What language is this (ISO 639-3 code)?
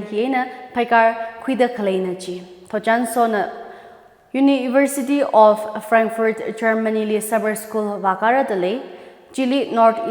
nmf